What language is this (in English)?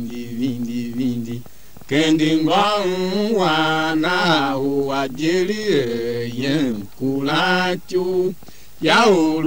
Tiv